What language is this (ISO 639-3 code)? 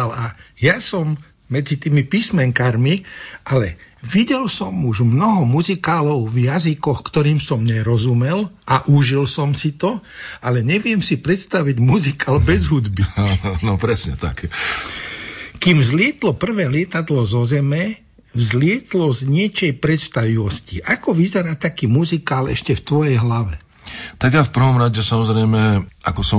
slk